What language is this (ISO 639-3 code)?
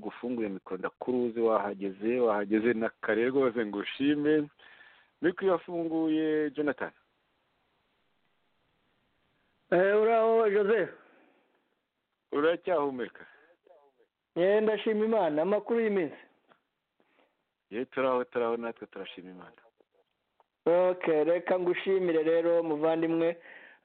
kin